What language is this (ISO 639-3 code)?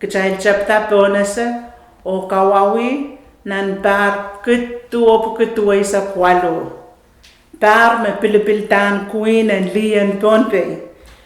pon